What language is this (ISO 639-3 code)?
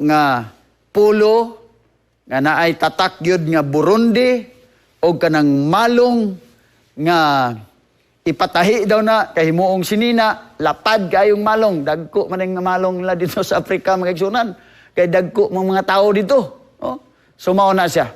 ceb